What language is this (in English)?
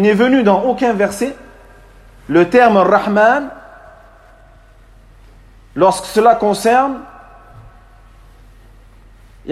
French